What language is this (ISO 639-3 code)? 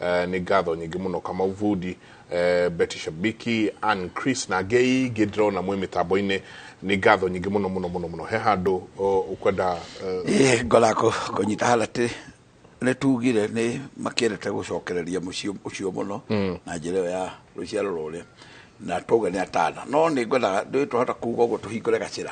kik